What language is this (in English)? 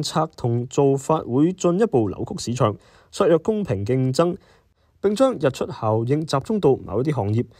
Cantonese